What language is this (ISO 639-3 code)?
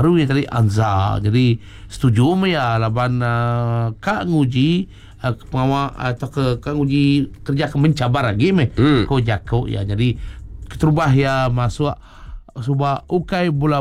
iba